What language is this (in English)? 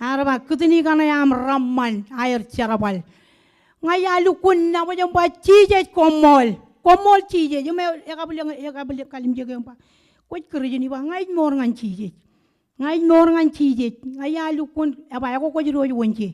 Marshallese